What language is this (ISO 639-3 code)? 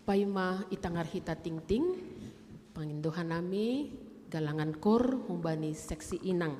bts